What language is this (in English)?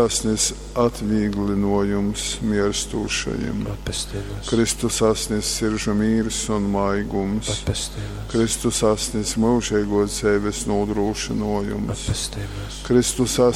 Latgalian